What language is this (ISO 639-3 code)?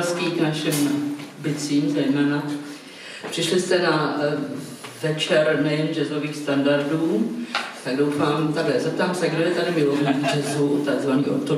ces